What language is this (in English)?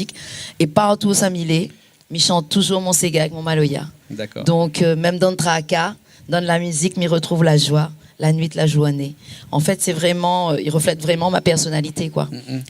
Réunion Creole French